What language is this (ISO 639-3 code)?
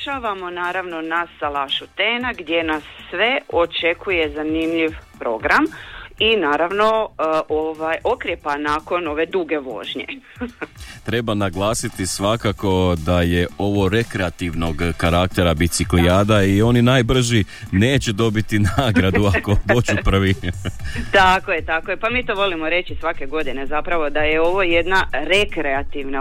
hrv